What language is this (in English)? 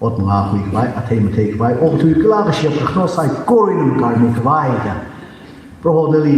Tangkhul Naga (India)